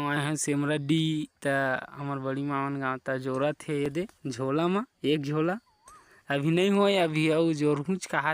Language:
Chhattisgarhi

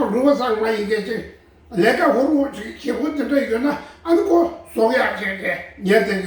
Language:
Tibetan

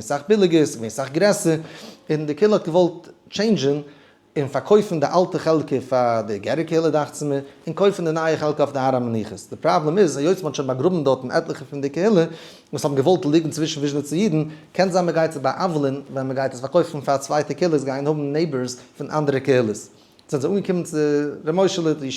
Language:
Yiddish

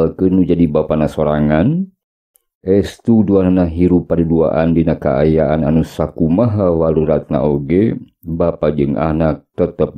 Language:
Sundanese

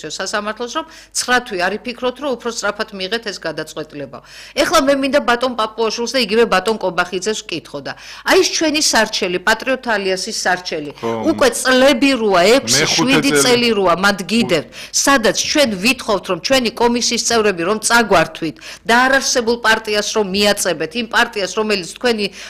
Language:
Georgian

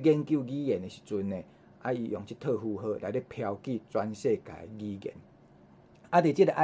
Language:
Min Nan Chinese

